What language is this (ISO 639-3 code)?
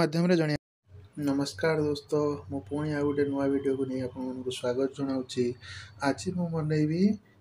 ori